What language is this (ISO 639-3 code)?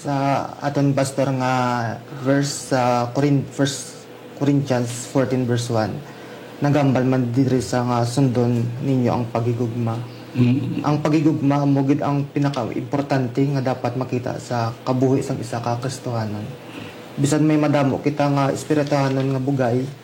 hil